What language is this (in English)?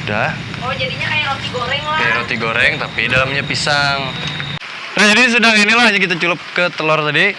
Banjar